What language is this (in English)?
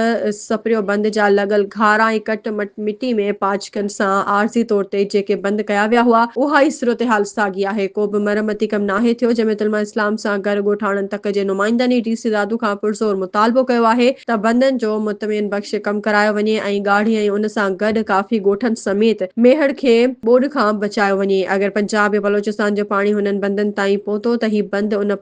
Sindhi